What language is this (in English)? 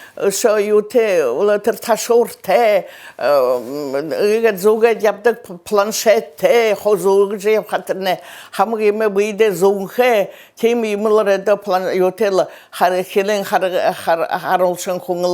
Buriat